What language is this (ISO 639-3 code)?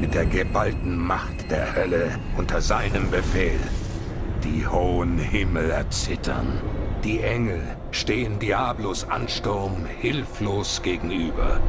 gsw